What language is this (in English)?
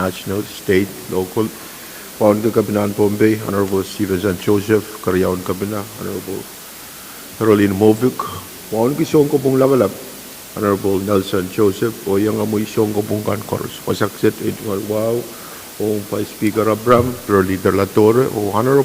Pohnpeian